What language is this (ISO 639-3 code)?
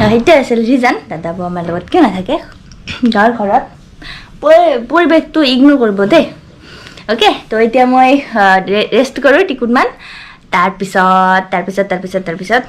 asm